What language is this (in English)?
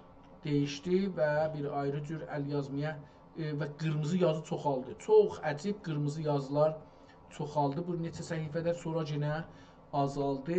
South Azerbaijani